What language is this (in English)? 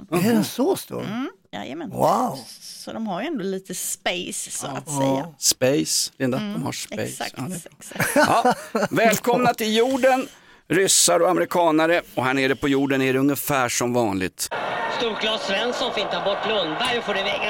Swedish